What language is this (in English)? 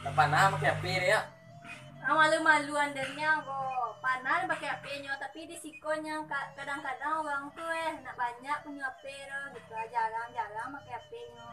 Minangkabau